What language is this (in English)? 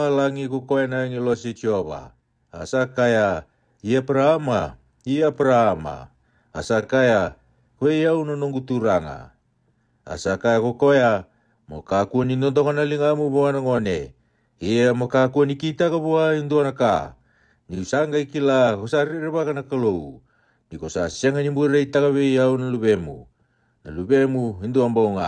Fijian